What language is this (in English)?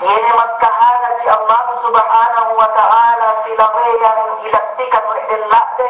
Yakan